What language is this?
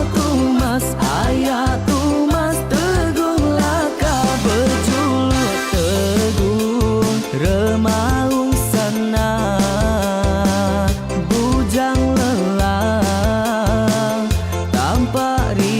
Iban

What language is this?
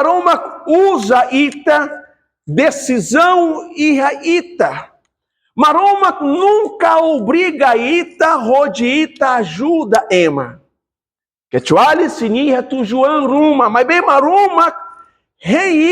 Tetum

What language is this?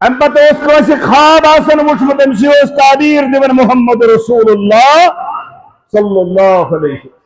Kashmiri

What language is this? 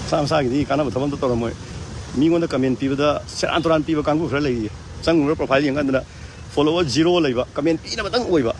Manipuri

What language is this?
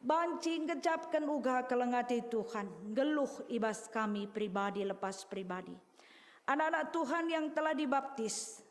Batak Karo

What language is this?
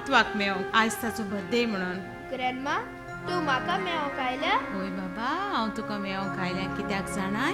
Konkani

